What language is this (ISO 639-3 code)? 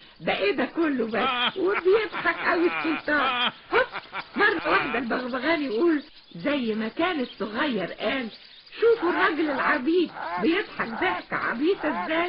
arz